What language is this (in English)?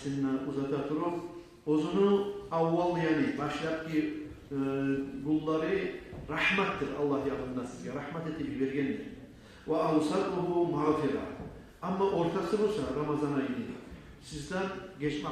Kumyk